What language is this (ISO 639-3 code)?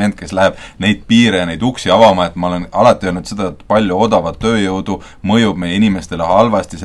est